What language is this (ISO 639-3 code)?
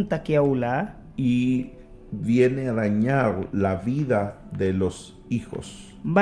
miq